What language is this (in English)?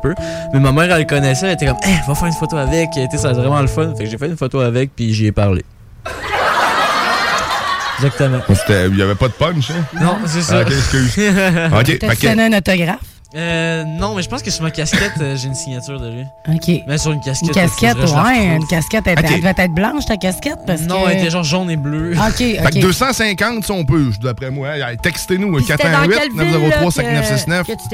French